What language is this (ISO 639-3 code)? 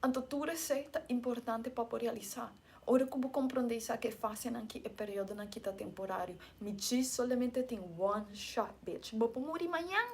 pap